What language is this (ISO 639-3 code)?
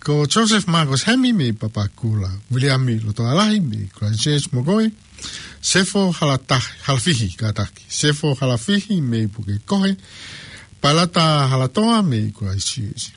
ton